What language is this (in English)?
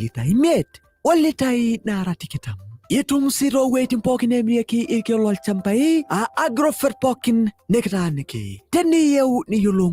Masai